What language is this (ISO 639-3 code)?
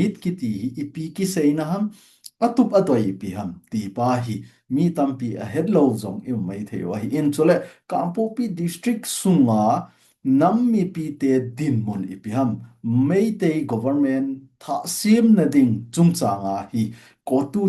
tcz